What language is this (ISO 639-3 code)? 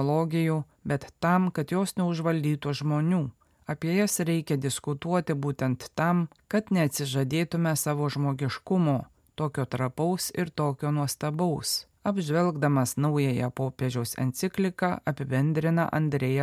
lit